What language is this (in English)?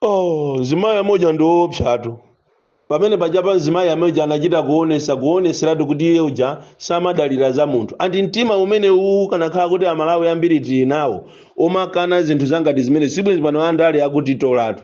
Nyanja